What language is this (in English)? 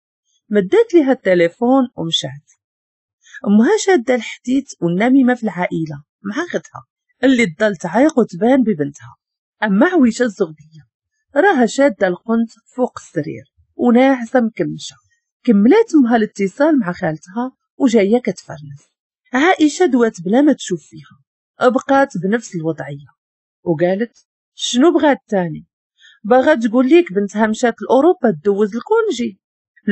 Moroccan Arabic